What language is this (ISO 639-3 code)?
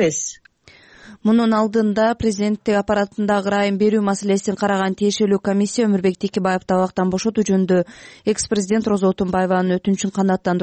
kir